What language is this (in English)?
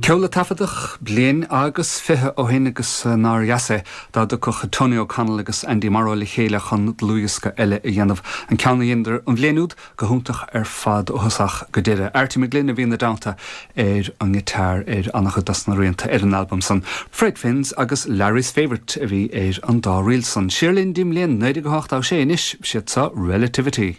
Irish